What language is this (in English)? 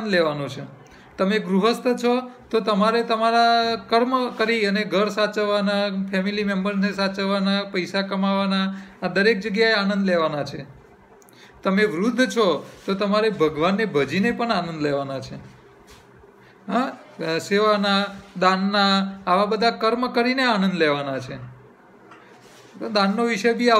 Gujarati